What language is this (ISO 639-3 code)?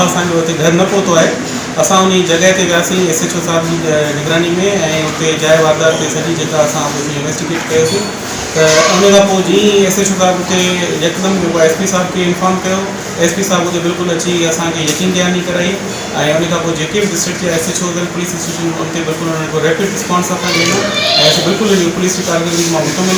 snd